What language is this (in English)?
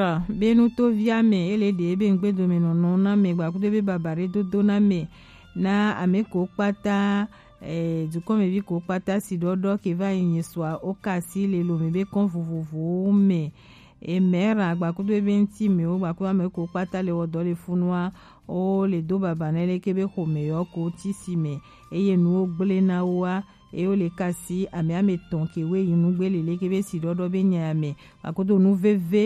Gen